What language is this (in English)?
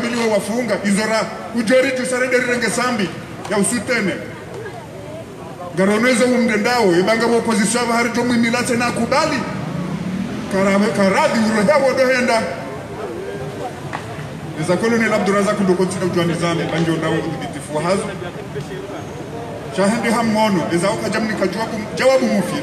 Swahili